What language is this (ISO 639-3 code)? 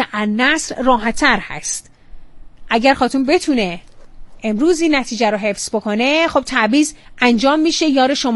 fas